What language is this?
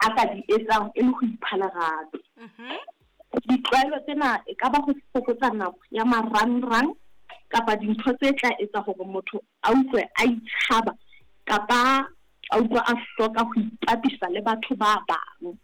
Southern Sotho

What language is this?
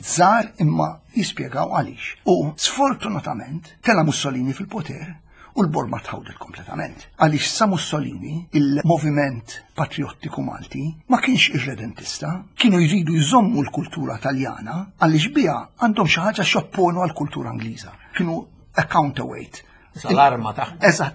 Maltese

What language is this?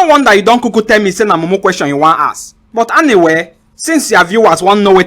Nigerian Pidgin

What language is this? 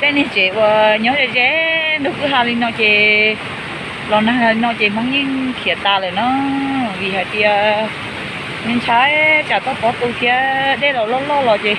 Hmong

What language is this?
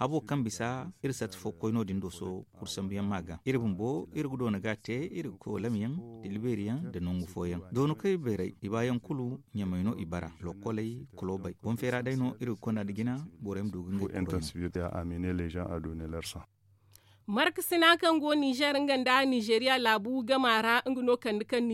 Zarma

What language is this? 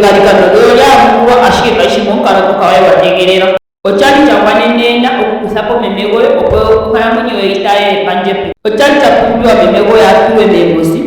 Ndonga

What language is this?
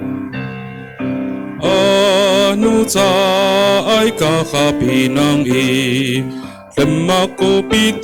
Amis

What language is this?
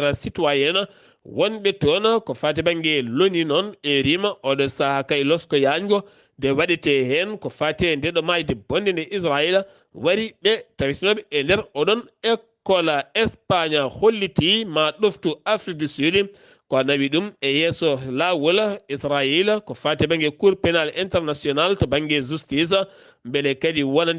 Fula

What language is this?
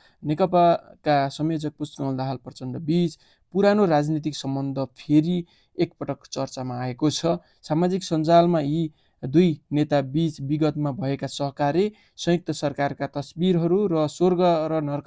Nepali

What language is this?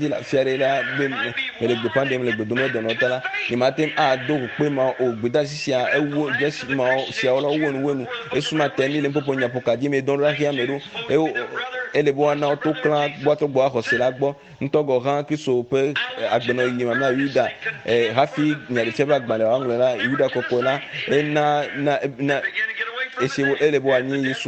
Ewe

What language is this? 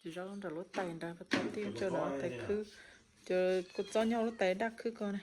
Hmong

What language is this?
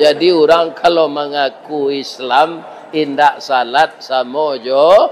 Minangkabau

